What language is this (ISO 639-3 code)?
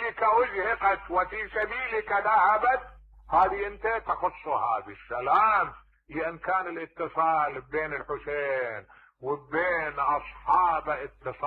acm